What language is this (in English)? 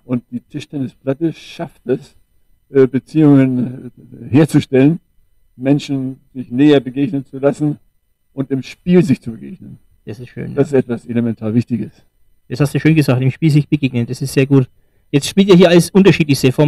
German